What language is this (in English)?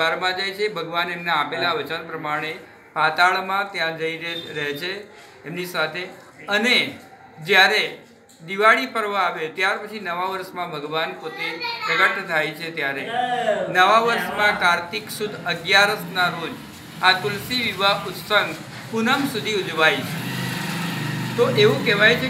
Gujarati